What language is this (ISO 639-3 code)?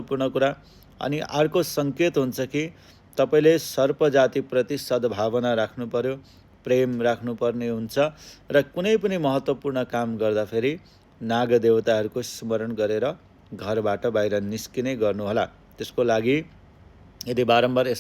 nep